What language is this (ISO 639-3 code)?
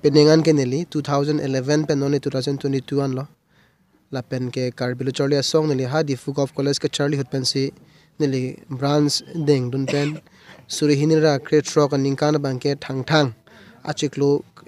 mjw